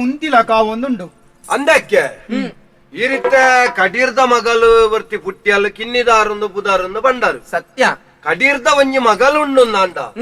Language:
Tulu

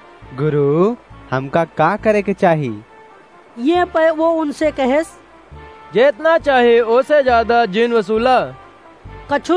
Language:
Awadhi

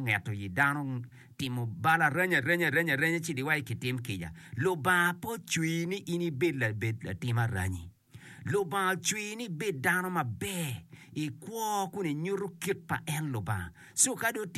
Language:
Acoli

